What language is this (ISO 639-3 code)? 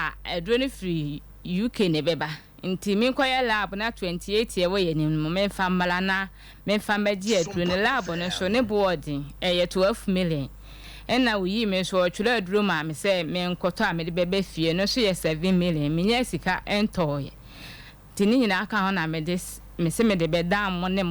aka